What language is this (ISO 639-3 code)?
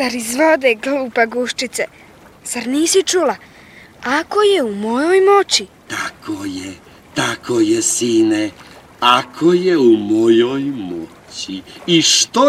hrv